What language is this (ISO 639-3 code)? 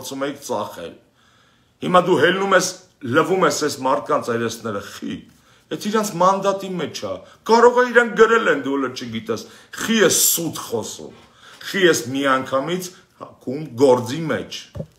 hye